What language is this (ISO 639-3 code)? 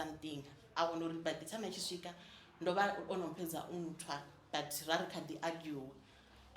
ven